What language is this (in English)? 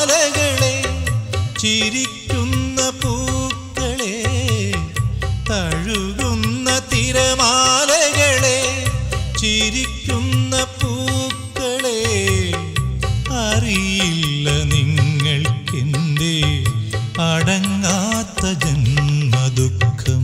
Malayalam